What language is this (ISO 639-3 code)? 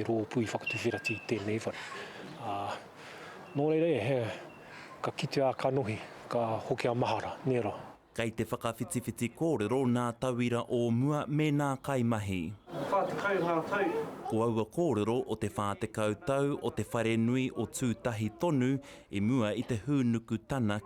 mri